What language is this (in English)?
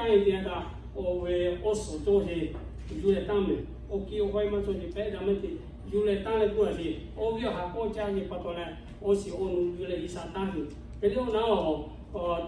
Lahu